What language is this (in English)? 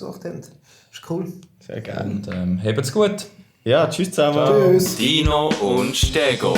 Swiss German